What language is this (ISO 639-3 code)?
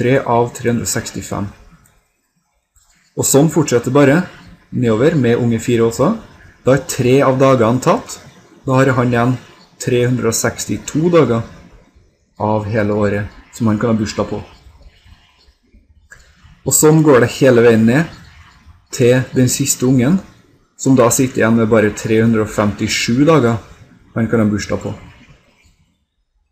nor